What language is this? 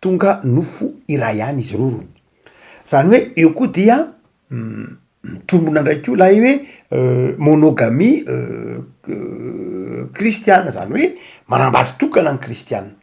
Malagasy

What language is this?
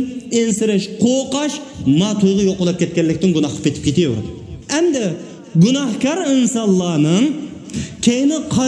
Uyghur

